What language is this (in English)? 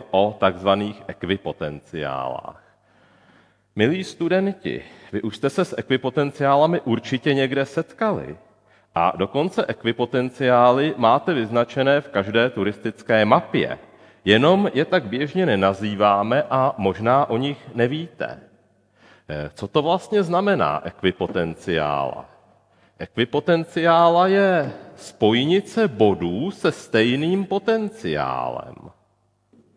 Czech